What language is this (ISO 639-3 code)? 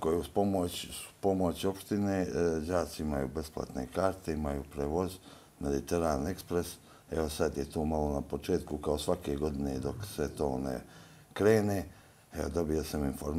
hrv